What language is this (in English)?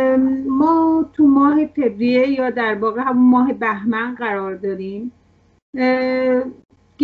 Persian